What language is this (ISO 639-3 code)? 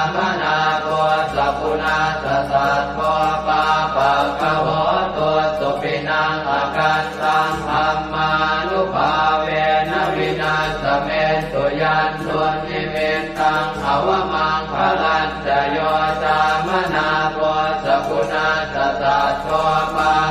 pli